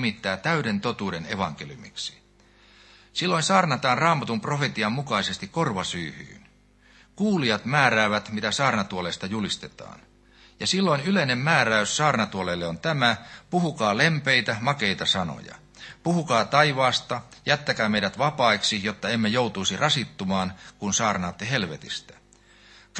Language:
Finnish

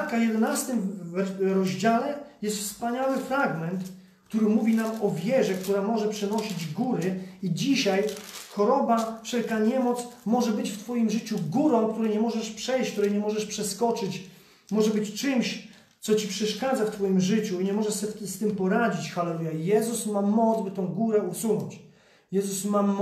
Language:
Polish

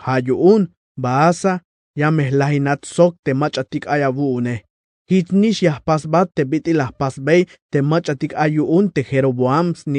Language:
Tzeltal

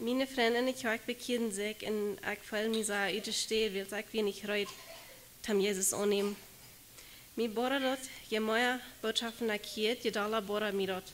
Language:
Plautdietsch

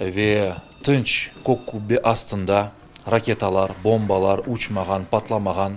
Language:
Crimean Tatar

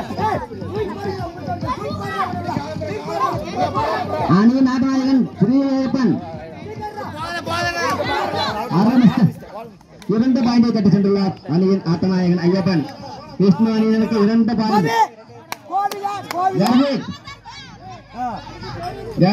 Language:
Tamil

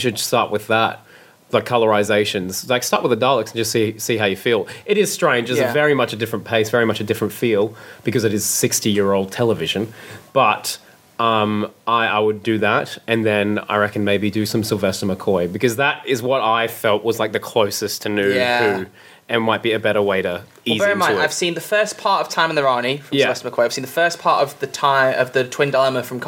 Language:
English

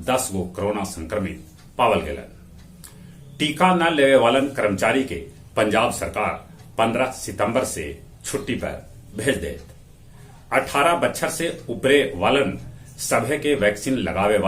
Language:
Magahi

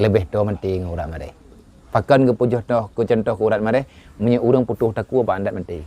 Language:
Achinese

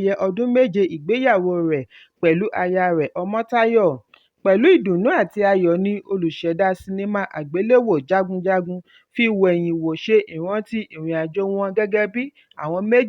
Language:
Yoruba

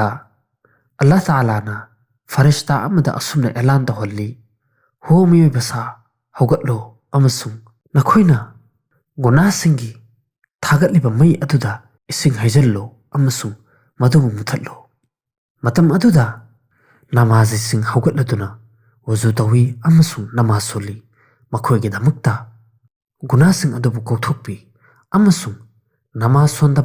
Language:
Manipuri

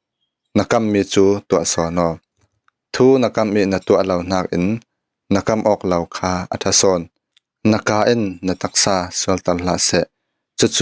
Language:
Falam Chin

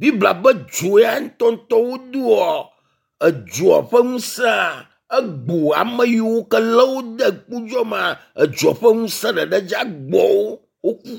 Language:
Ewe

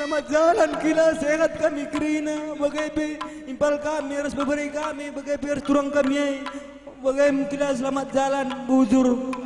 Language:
Batak Karo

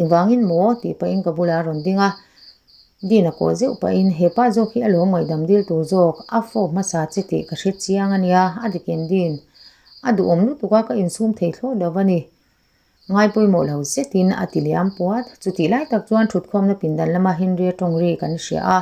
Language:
Mizo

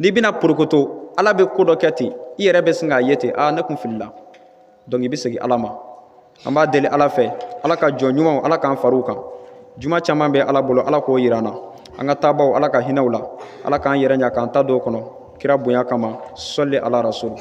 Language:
Bambara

